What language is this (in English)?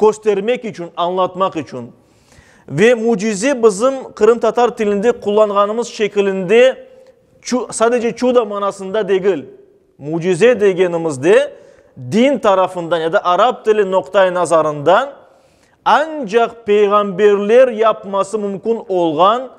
Crimean Tatar